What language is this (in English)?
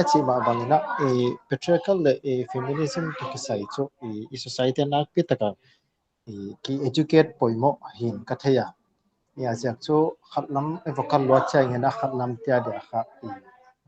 Paite Chin